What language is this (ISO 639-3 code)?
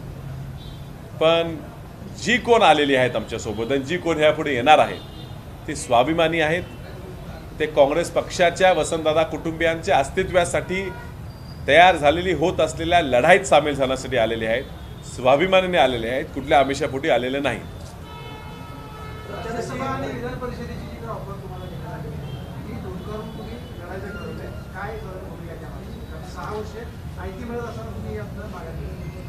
mar